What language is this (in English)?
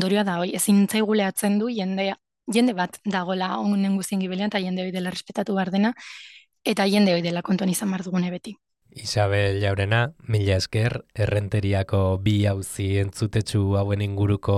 Basque